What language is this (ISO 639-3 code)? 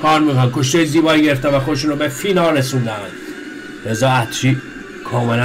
fas